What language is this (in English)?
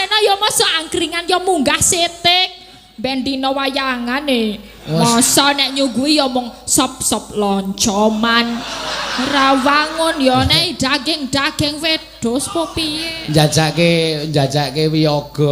Javanese